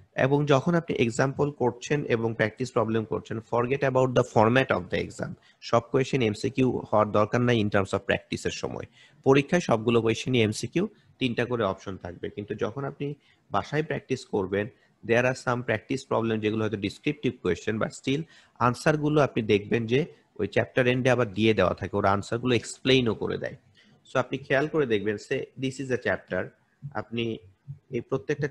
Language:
Bangla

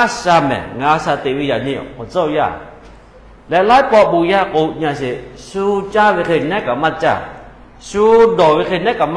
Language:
Lahu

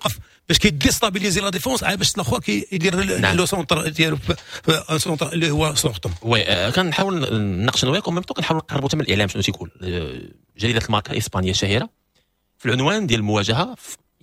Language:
Moroccan Arabic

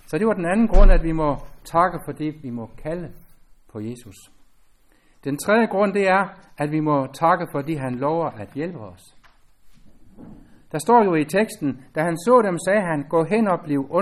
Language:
Danish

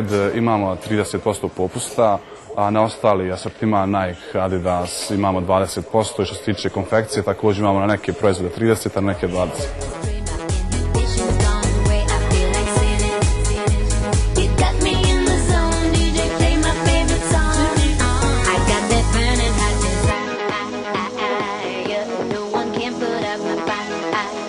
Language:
Hungarian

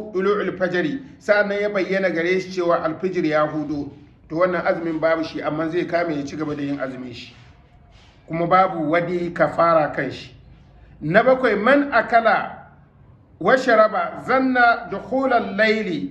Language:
Hausa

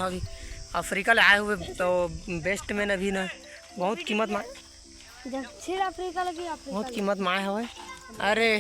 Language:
Chhattisgarhi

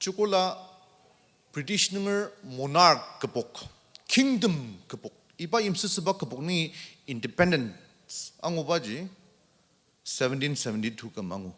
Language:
Ao Naga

